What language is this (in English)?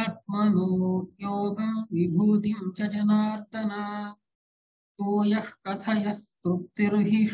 Sanskrit